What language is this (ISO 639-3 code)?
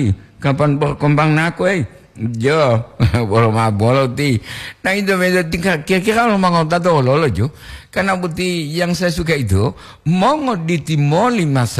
gor